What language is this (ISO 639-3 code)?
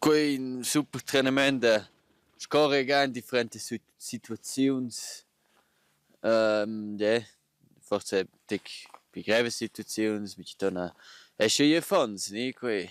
roh